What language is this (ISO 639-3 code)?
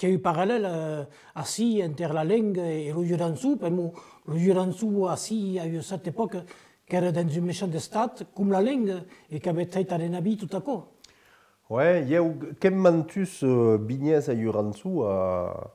oci